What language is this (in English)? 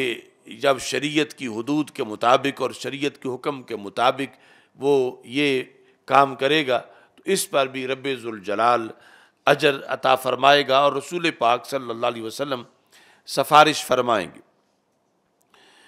Urdu